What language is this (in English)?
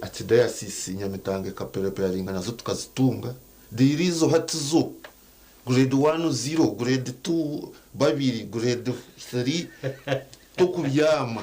Nyankole